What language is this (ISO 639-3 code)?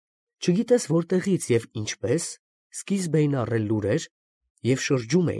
hye